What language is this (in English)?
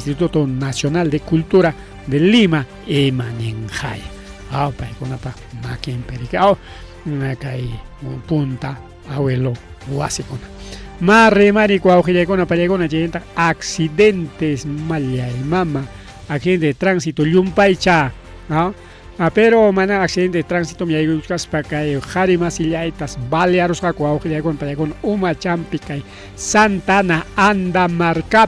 Ayacucho Quechua